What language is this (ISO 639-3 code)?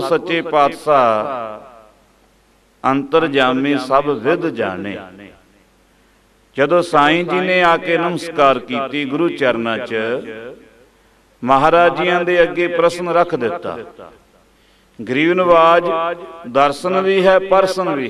pan